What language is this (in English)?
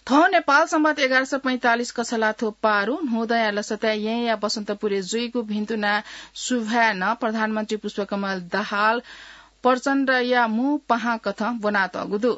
Newari